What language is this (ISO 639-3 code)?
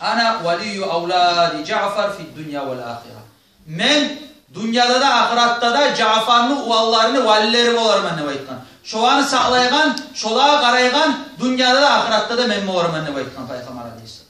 kum